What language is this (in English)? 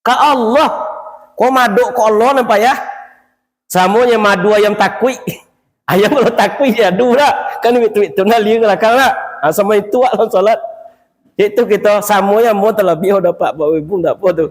Minangkabau